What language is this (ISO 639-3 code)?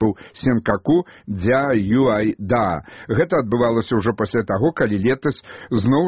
bel